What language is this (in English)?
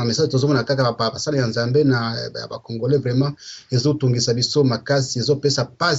Lingala